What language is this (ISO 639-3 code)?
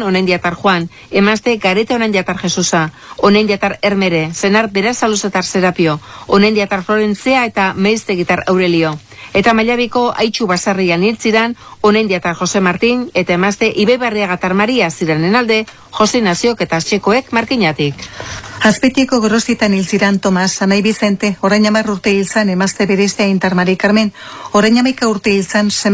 eus